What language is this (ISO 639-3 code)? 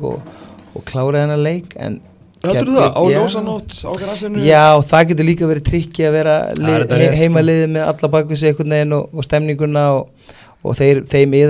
isl